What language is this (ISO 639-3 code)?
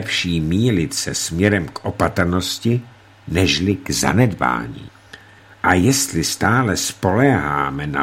ces